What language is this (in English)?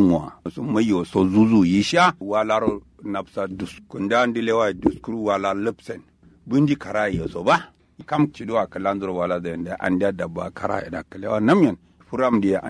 Kanuri